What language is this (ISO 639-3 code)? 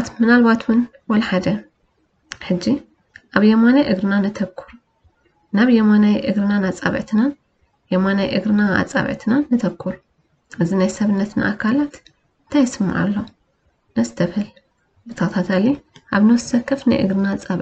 tir